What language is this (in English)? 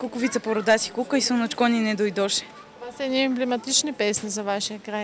Bulgarian